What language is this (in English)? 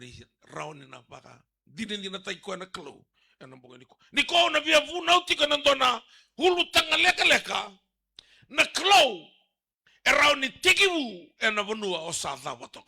Fijian